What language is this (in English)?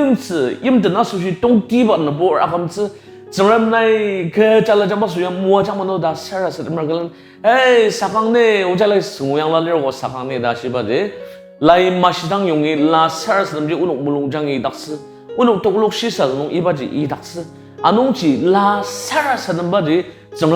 Ao Naga